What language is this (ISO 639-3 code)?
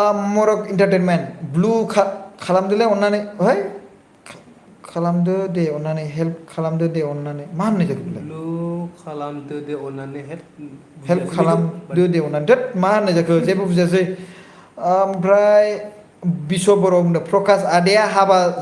brx